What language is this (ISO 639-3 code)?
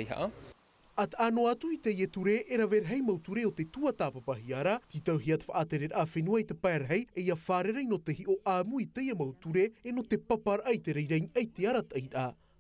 tah